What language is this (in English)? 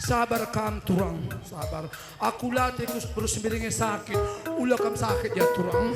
Batak Karo